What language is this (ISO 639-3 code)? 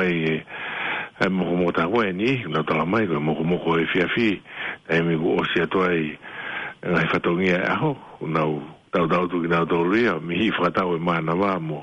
ton